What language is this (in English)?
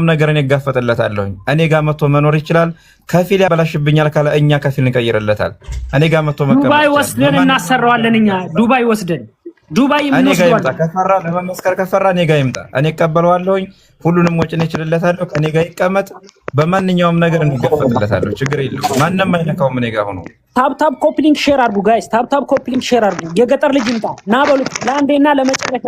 Amharic